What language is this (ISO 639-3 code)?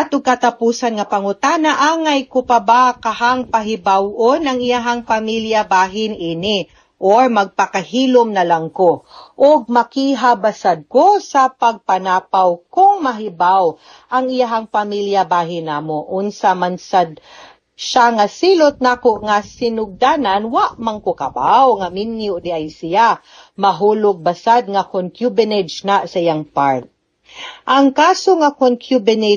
ceb